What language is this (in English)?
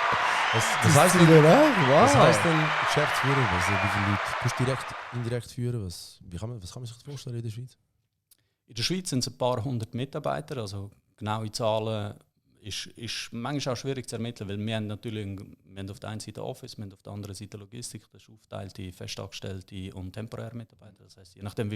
Swiss German